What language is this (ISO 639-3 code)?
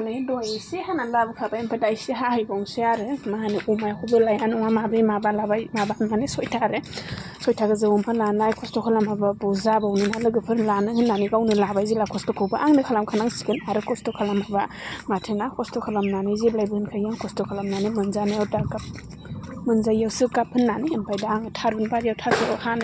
brx